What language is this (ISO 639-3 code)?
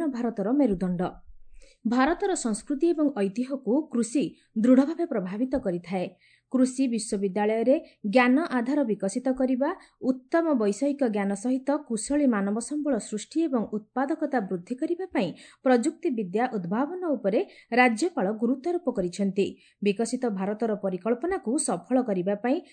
ori